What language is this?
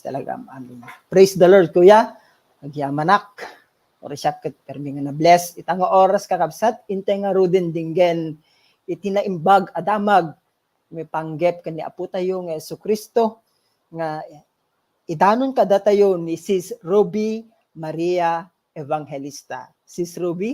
Iloko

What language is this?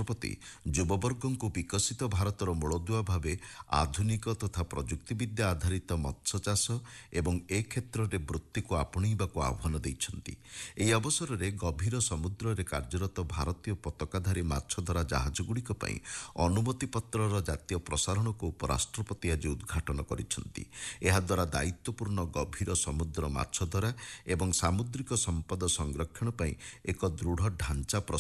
Odia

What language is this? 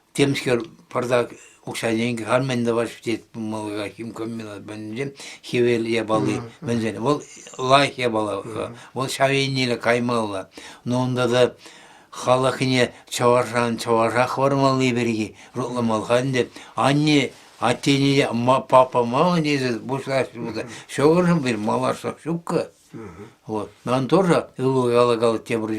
Chuvash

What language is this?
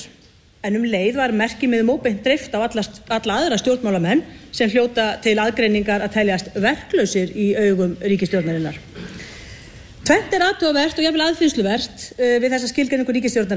Icelandic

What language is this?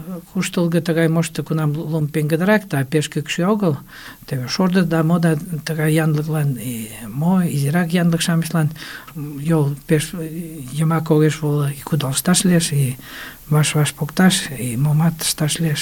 Mari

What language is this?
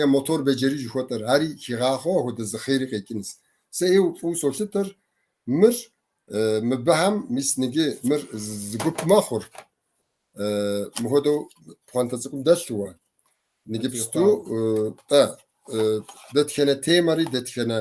Kabardian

